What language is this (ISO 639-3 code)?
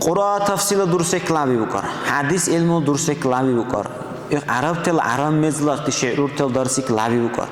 dar